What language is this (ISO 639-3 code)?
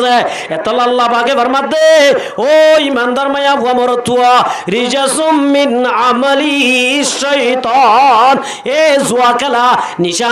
rhg